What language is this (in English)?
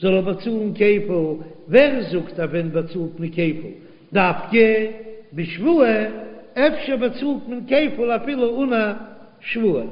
Yiddish